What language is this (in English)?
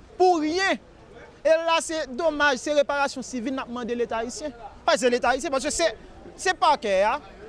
Haitian Creole